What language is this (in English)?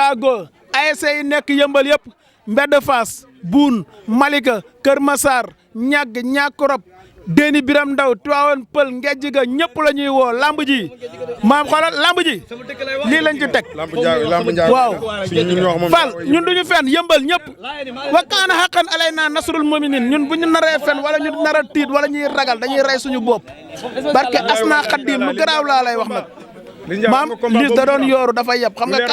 Wolof